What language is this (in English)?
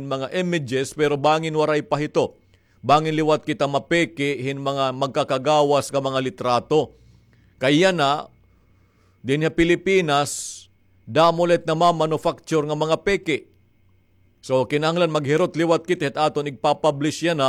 Waray